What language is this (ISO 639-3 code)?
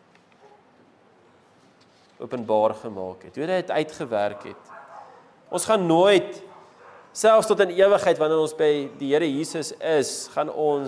afr